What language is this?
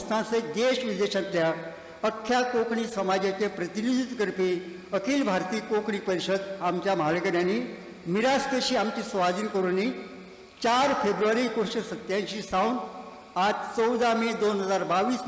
Konkani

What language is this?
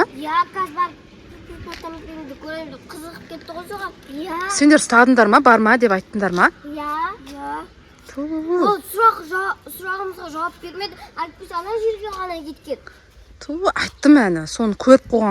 Kazakh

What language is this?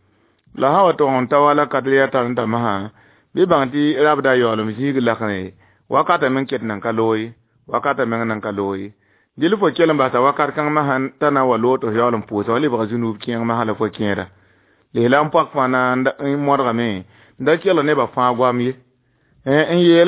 Mossi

